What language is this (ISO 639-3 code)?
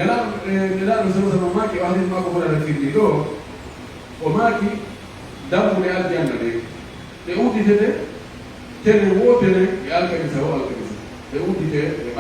fuf